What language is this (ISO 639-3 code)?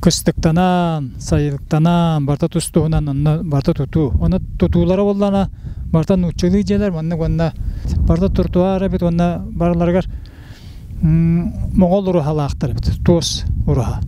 sah